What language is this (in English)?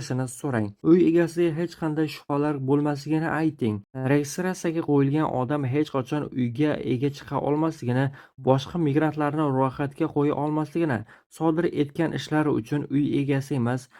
Uzbek